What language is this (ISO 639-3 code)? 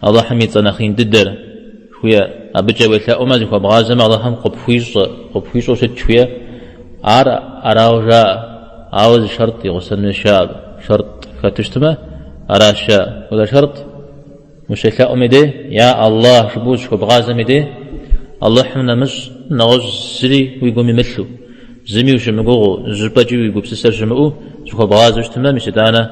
kbd